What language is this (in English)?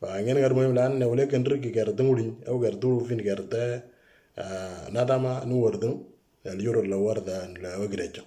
Moro